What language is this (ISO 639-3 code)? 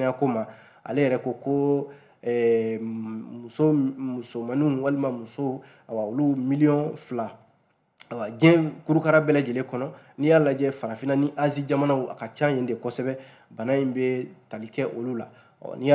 bam